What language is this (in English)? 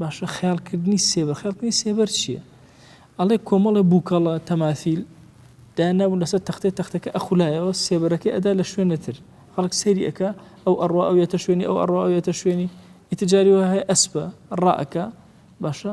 Central Kurdish